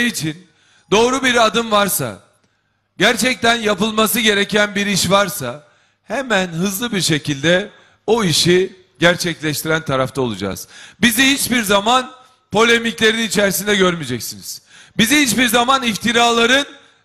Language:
Turkish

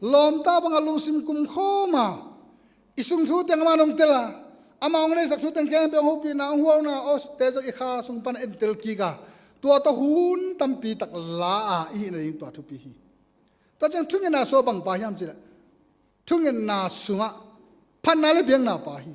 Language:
Tedim Chin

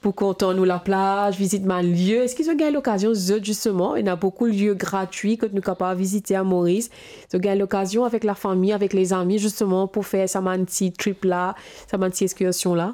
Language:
Morisyen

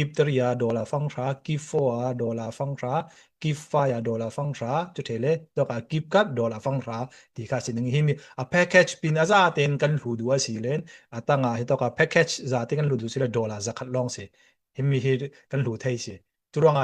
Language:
Falam Chin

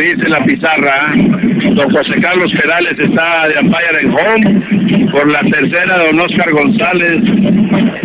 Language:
Spanish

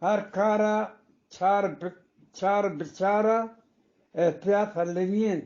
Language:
Eastern Balochi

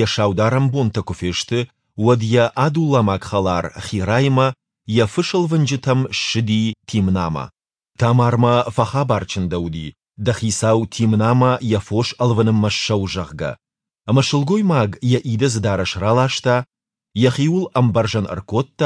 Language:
Ossetic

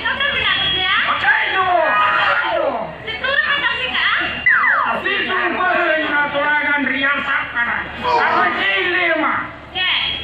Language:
Santali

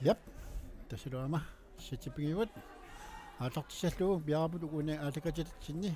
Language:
Kalaallisut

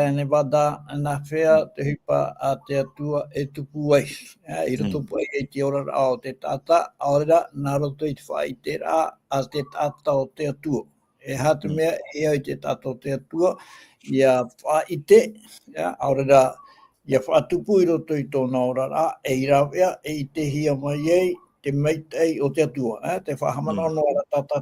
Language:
Tahitian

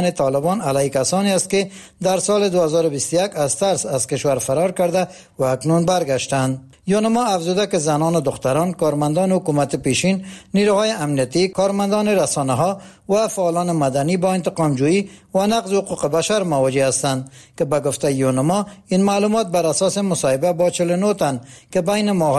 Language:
Persian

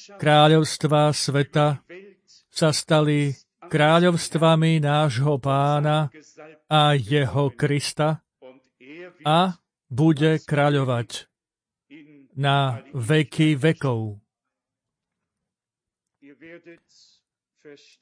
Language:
Slovak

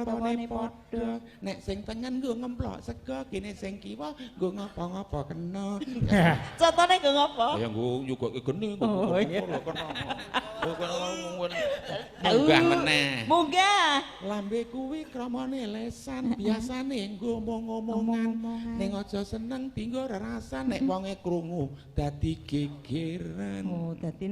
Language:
Javanese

